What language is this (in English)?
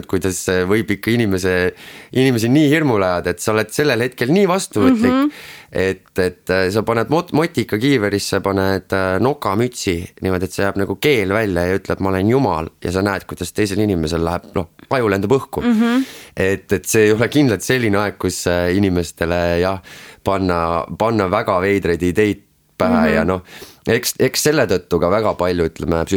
Estonian